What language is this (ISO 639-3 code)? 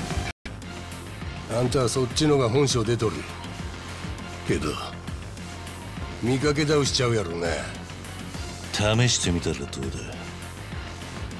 jpn